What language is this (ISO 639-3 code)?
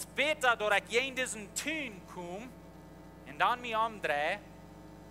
pdt